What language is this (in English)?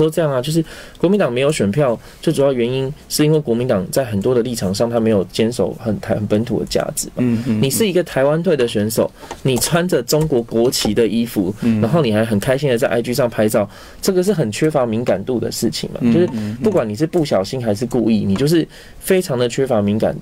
Chinese